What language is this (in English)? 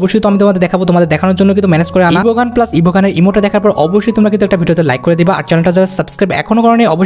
Bangla